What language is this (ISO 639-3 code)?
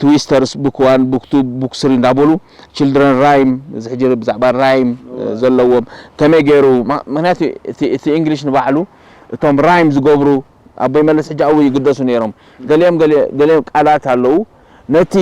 tir